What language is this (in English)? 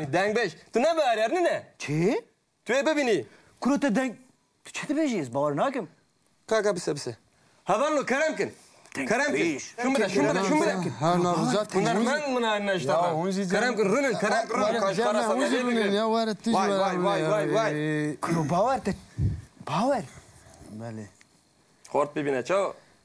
Kurdish